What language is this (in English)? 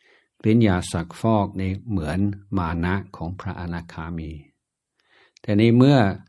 Thai